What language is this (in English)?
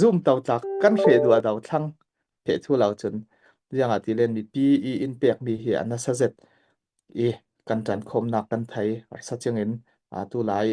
Falam Chin